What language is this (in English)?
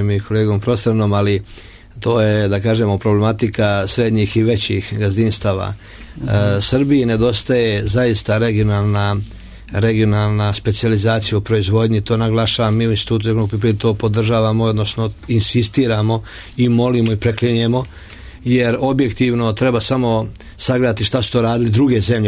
Serbian